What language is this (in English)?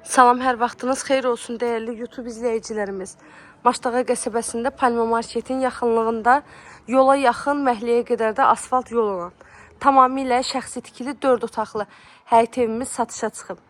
Azerbaijani